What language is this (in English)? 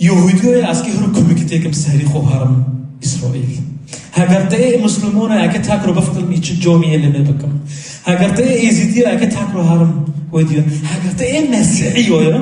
Kurdish